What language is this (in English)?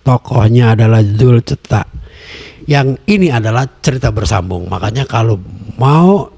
Betawi